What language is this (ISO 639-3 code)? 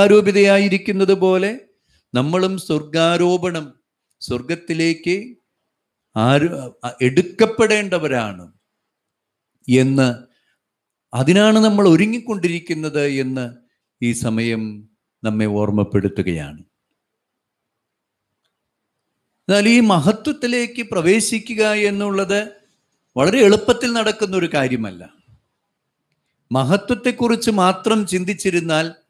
mal